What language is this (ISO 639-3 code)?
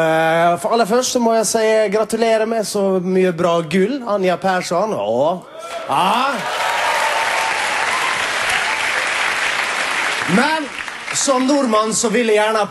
nor